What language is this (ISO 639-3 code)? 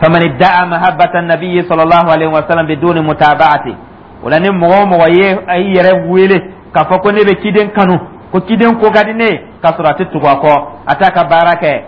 dyu